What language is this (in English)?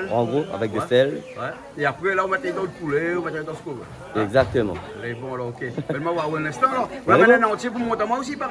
Réunion Creole French